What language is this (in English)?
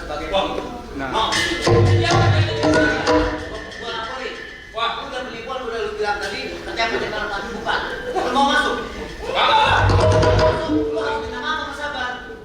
Betawi